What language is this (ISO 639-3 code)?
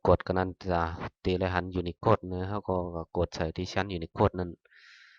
shn